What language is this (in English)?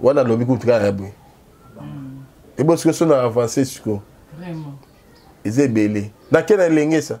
Lingala